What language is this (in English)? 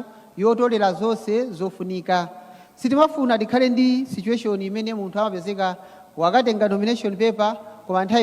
Nyanja